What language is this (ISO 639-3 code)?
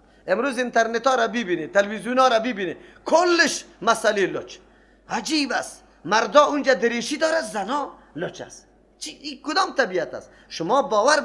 fas